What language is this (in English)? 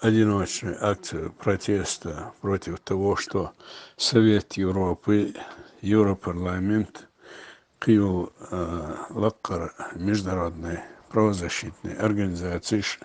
Chechen